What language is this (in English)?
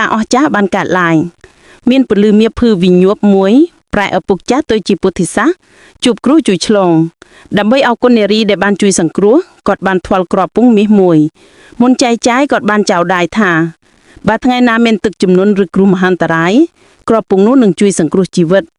Khmer